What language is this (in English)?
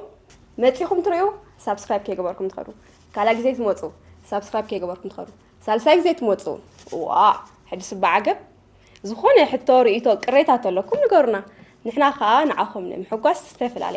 Tigrinya